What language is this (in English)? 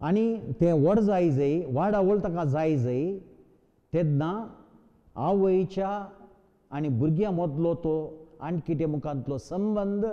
Konkani